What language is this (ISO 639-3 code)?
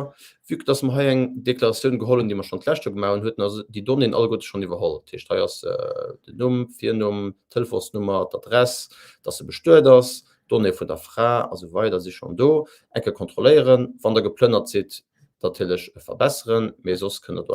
ltz